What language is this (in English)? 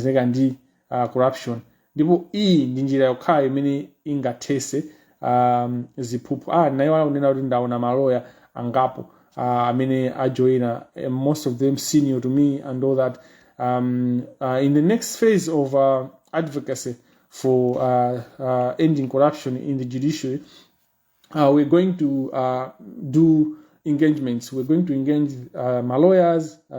Nyanja